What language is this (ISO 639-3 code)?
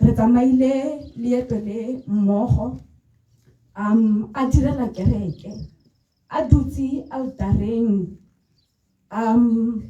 tsn